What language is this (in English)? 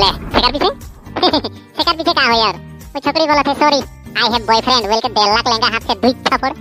Sadri